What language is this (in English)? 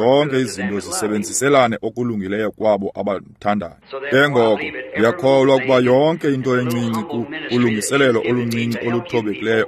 Xhosa